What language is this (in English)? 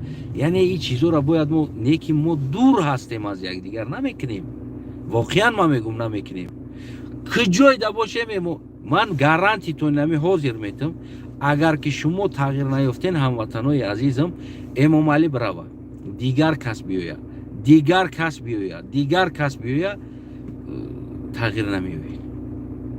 Tajik